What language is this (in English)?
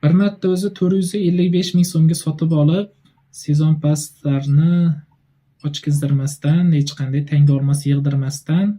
Uzbek